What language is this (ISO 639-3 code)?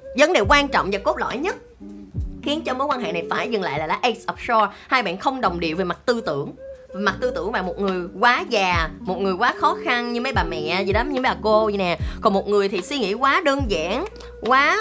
vie